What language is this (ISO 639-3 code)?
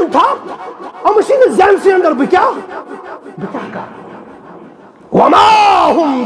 kas